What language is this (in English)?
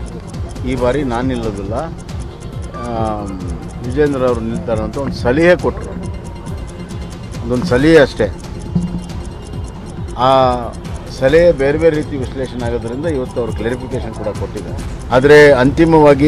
Kannada